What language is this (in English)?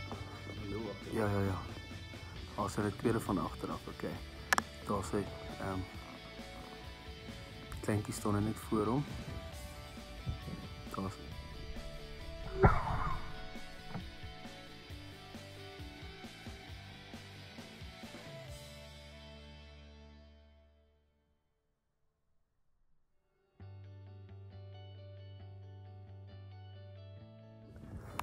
Afrikaans